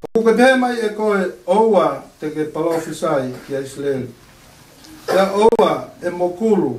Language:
Tongan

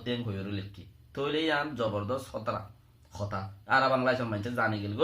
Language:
Rohingya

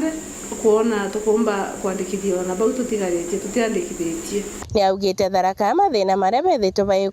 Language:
Meru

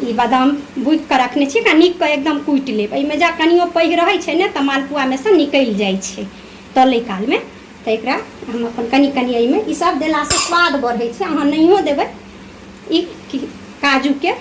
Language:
Maithili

